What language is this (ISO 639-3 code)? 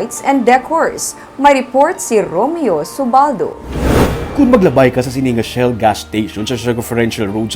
hil